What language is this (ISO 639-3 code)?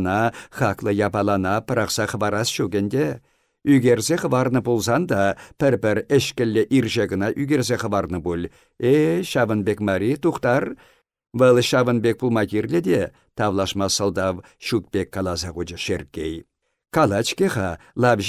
chv